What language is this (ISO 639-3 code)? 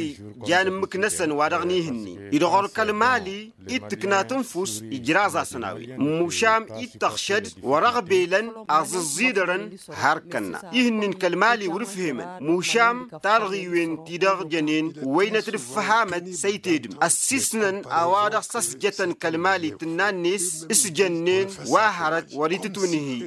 taq